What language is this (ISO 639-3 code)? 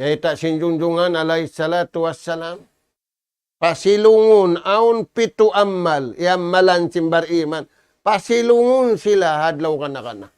tsg